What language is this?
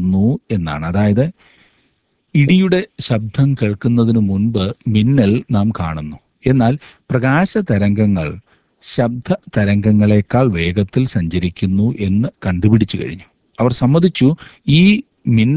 Malayalam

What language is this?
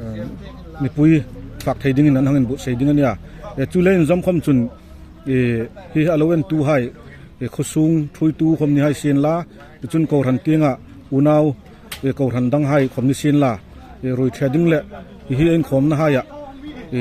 Hmar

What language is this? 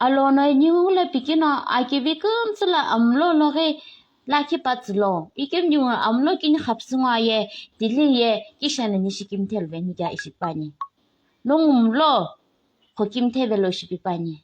Naga Pidgin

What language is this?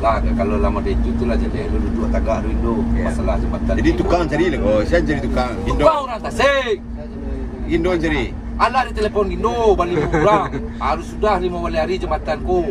Minangkabau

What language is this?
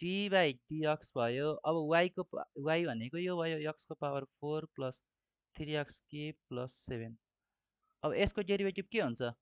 Nepali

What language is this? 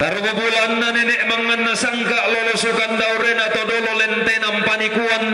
Toraja-Sa'dan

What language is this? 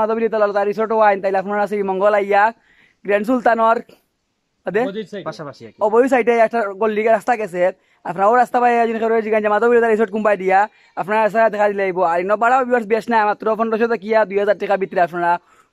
Sylheti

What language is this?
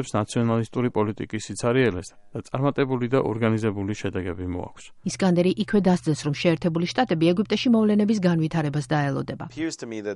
Georgian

